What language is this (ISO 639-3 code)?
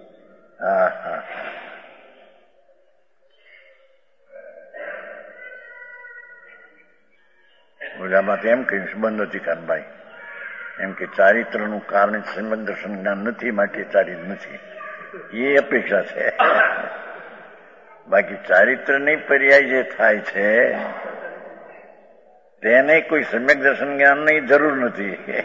guj